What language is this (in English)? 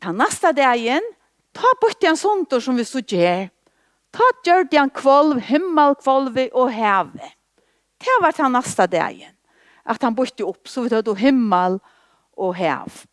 Faroese